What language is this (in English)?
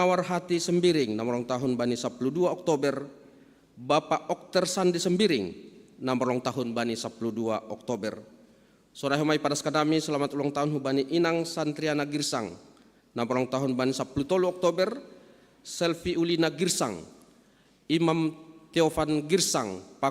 Batak Simalungun